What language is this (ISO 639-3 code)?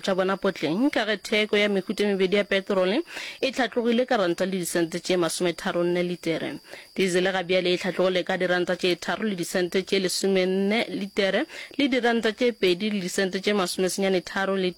nso